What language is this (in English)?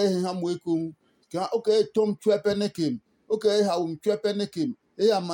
Adangme